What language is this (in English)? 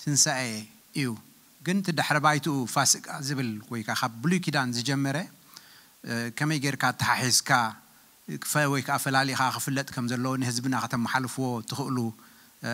Tigrinya